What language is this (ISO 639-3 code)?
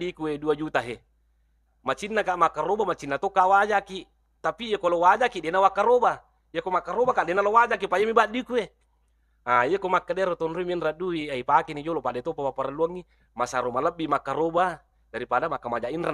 bug